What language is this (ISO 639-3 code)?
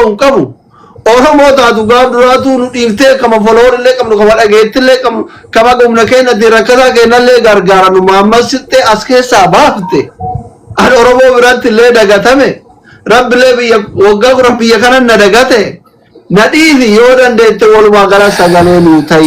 orm